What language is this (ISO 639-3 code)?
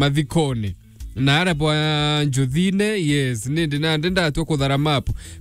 mer